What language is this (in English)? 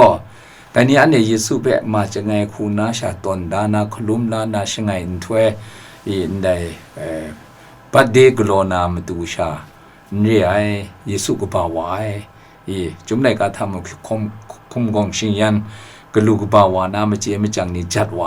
Kachin